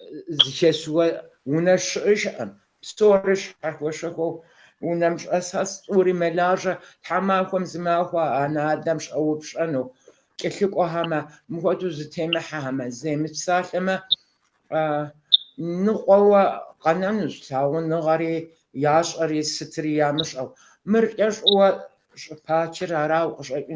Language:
Kabardian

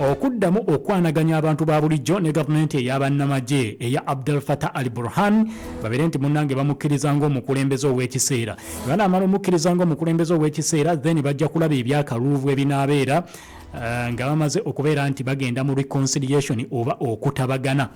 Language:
Ganda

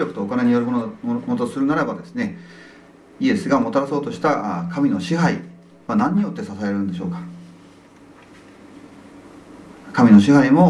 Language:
Japanese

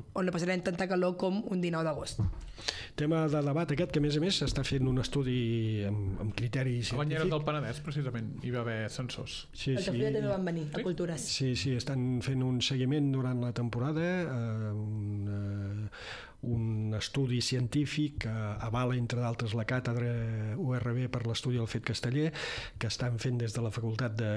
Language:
Catalan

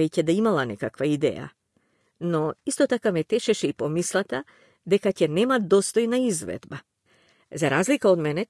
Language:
Macedonian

